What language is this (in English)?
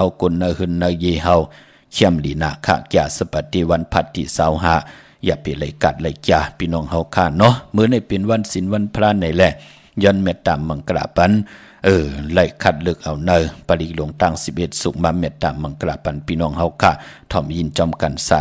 Shan